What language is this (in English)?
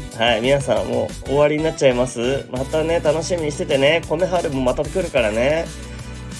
Japanese